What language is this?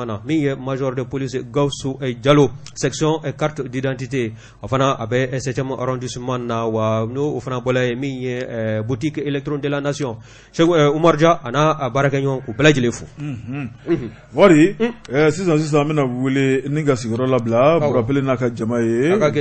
Bambara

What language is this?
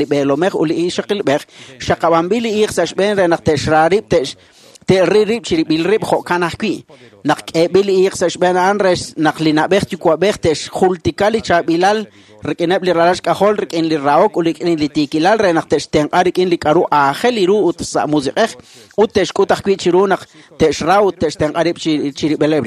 Kekchí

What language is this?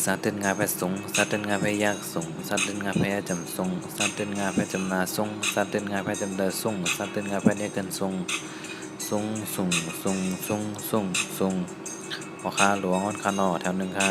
Shan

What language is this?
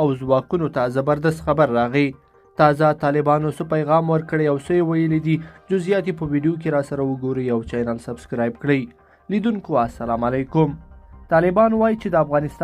Pashto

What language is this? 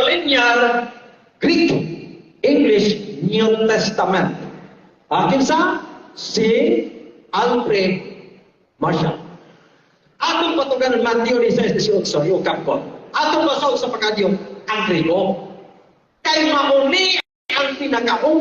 Cebuano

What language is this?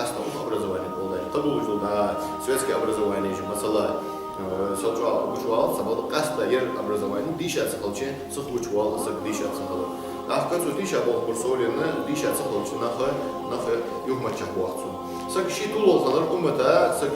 Ingush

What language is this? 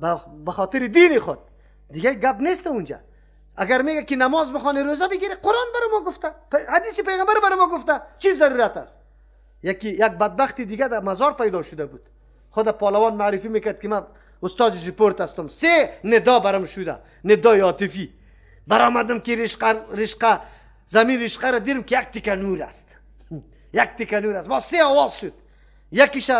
Persian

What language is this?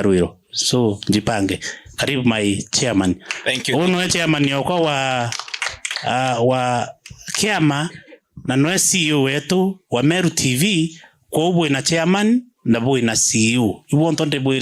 Meru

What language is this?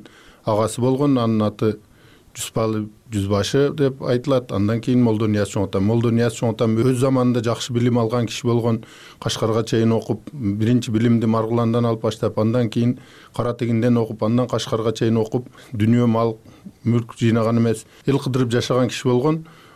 Kyrgyz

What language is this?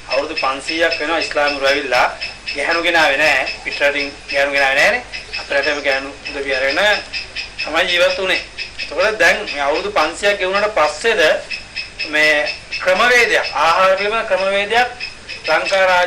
Sinhala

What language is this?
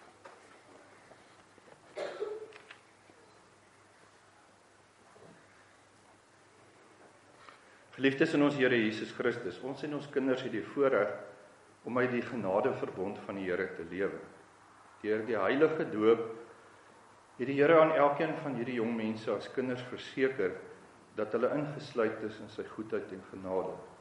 Afrikaans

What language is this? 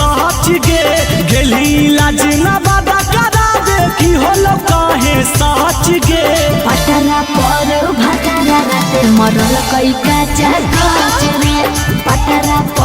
Magahi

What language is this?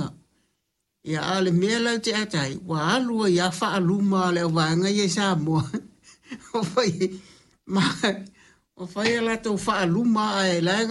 Samoan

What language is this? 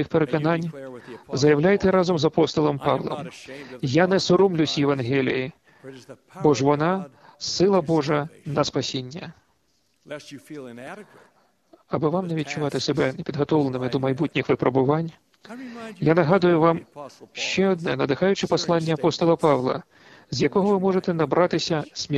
Ukrainian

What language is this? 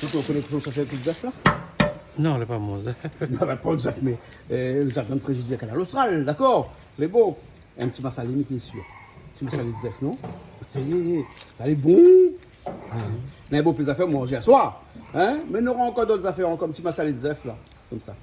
Réunion Creole French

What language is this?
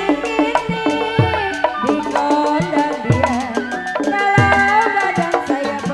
Betawi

